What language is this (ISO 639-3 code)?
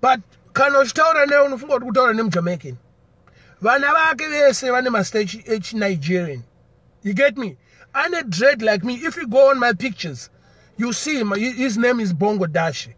sna